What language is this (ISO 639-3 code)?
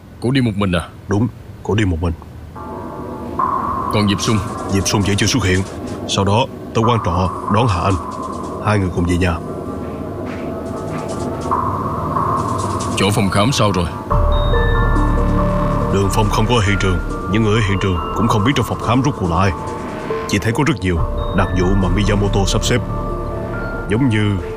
vie